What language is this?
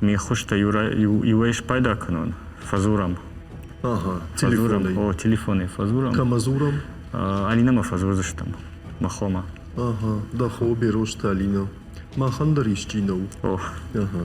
Ossetic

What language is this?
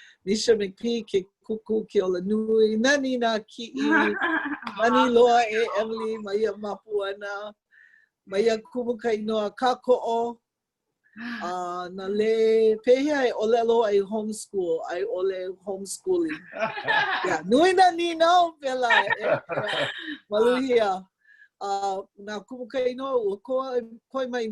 Hawaiian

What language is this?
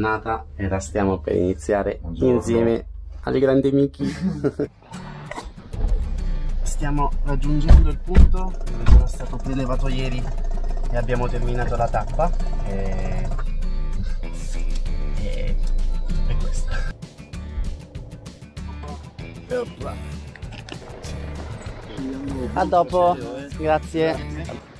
Italian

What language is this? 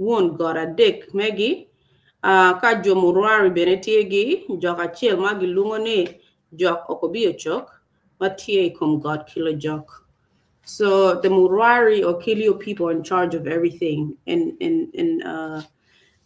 Acoli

